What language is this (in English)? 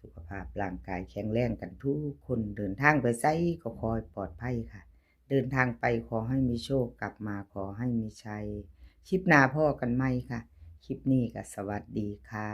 Northeastern Thai